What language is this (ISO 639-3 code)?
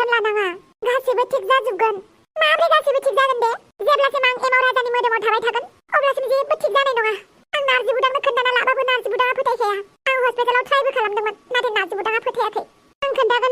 brx